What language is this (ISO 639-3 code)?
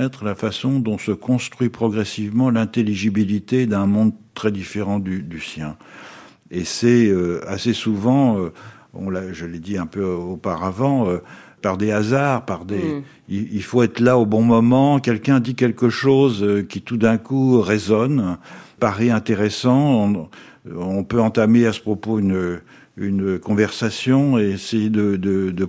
fra